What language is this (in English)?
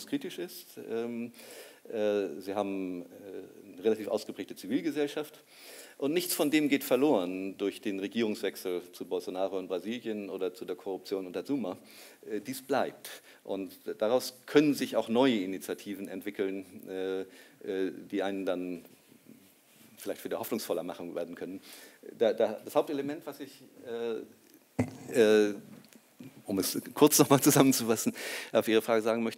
German